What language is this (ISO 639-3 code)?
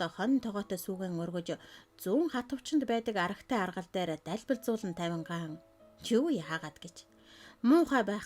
mon